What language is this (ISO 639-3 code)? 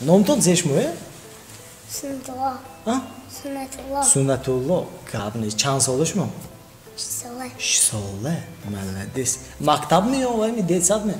tgk